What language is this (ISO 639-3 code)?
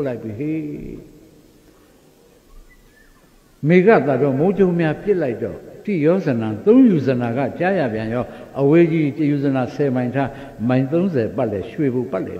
mya